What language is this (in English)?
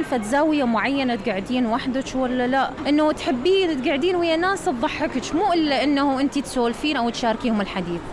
Mesopotamian Arabic